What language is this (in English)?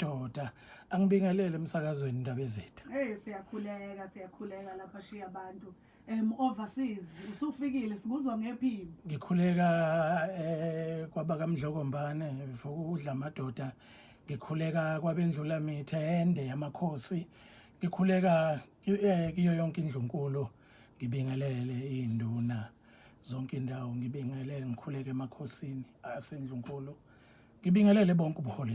Zulu